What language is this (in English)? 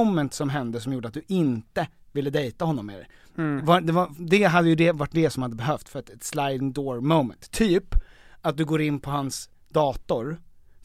Swedish